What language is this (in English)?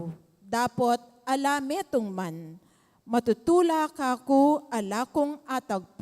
Pampanga